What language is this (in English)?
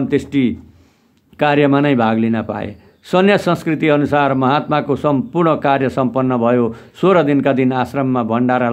Nepali